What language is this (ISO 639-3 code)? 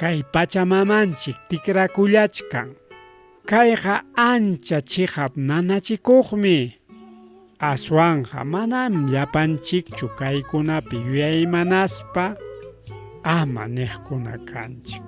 quy